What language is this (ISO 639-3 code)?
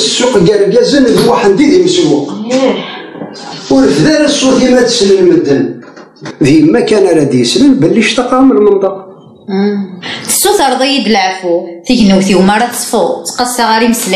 kab